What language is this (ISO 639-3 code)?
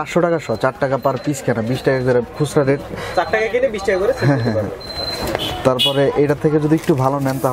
ben